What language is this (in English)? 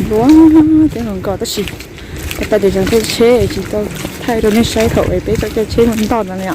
Hmong